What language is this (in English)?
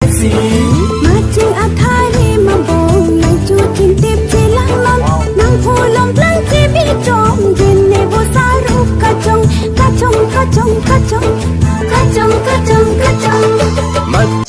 Karbi